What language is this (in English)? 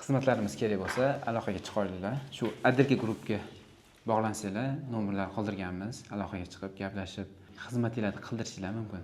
Uzbek